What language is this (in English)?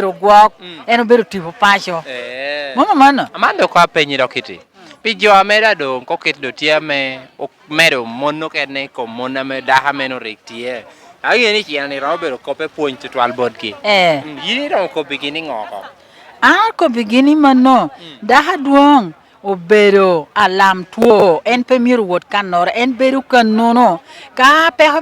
Lango (Uganda)